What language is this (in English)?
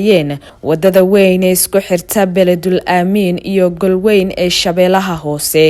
Somali